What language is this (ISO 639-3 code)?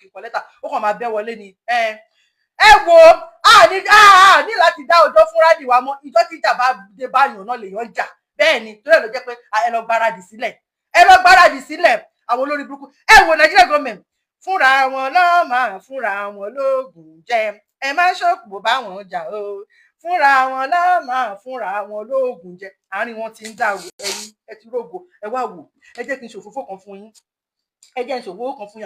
yor